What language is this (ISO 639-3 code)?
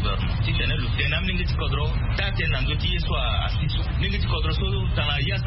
sag